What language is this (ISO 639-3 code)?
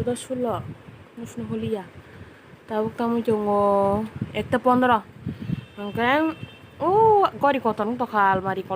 trp